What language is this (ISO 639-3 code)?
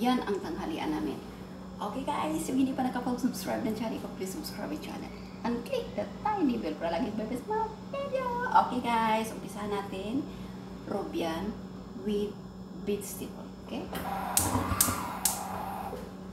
fil